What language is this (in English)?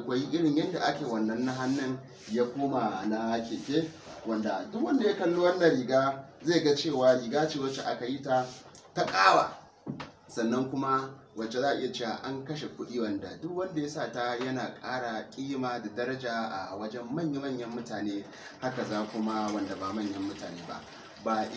Hausa